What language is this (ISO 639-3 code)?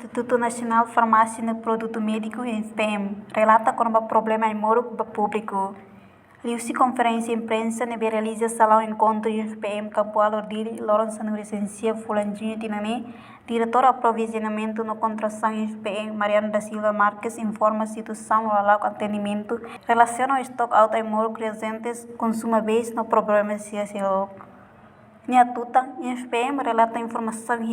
tet